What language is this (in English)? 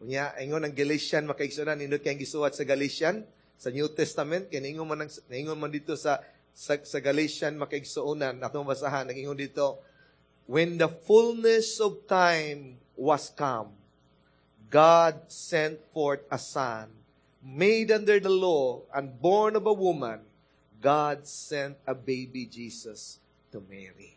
Cebuano